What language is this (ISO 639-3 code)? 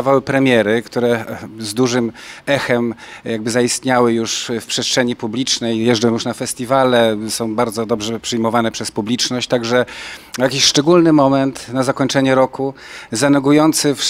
pol